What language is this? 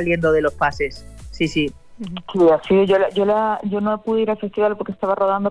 Spanish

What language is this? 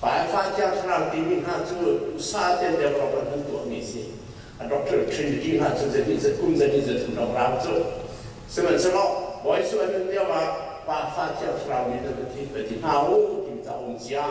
Hakha Chin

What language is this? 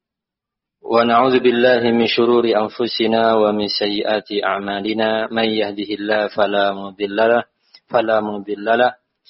Indonesian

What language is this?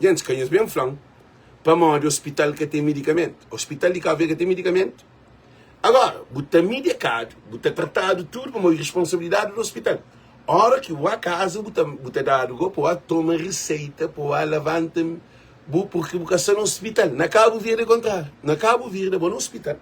Kabuverdianu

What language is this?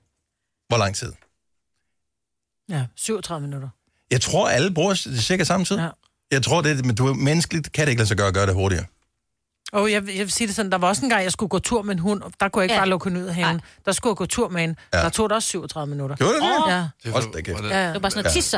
Danish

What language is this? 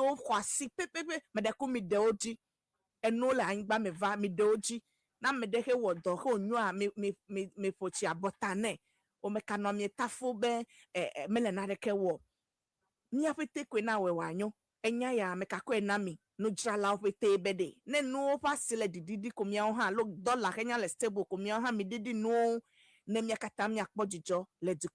Ewe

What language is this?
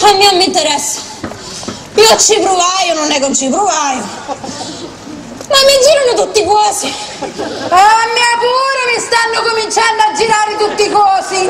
Sicilian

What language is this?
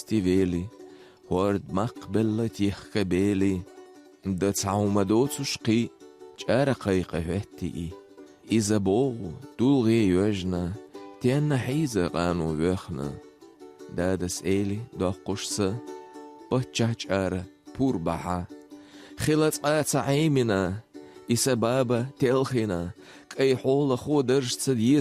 Chechen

